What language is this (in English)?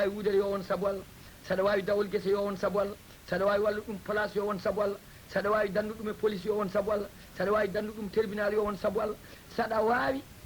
Fula